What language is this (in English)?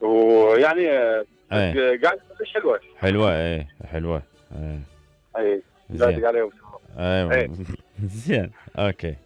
Mesopotamian Arabic